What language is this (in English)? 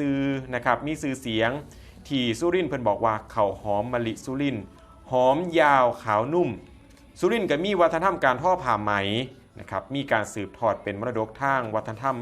Northeastern Thai